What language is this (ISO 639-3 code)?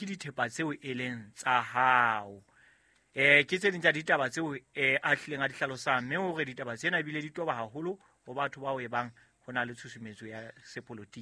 sot